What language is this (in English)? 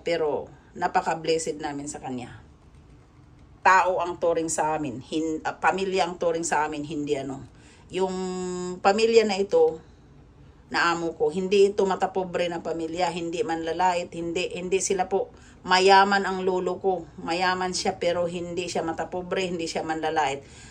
Filipino